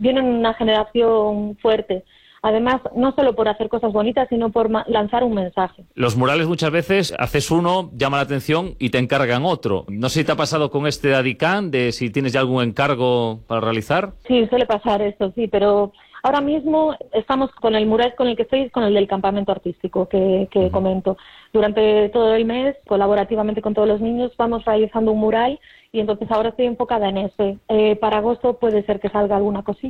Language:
Spanish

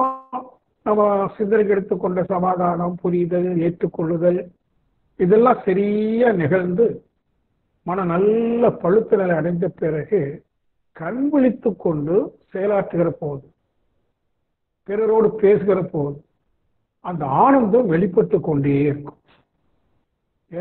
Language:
Tamil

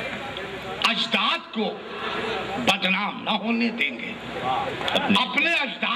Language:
Urdu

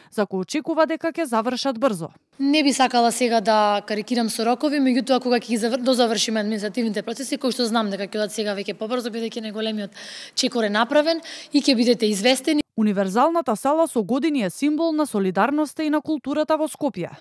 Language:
Macedonian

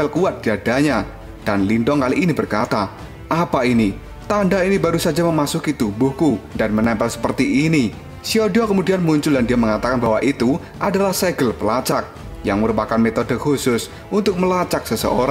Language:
Indonesian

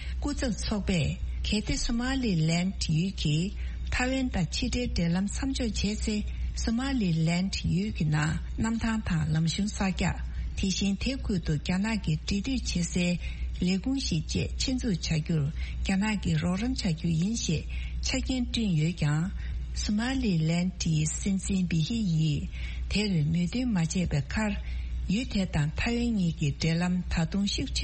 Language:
Tibetan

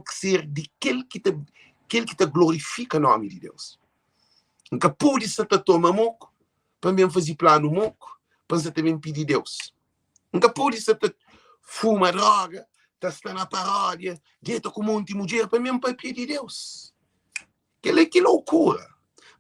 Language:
Kabuverdianu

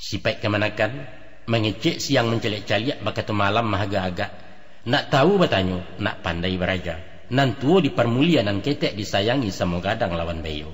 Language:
Minangkabau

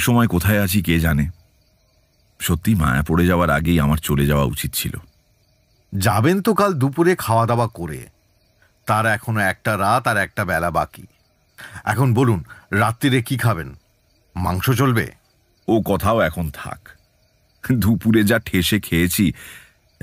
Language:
Bangla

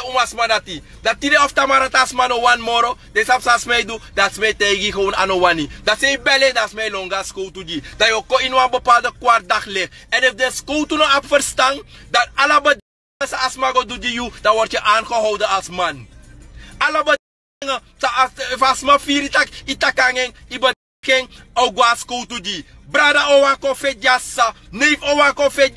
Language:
Sranan Tongo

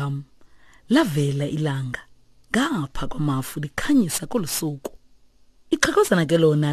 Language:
Xhosa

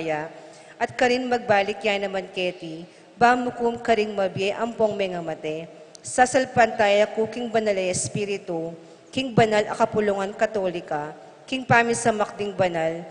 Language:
Pampanga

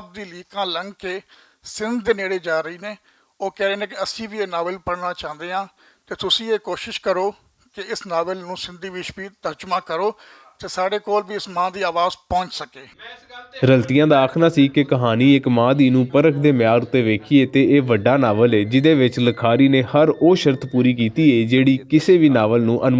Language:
Western Panjabi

